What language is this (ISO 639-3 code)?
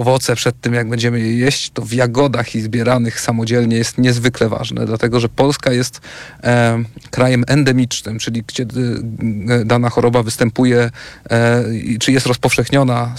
pol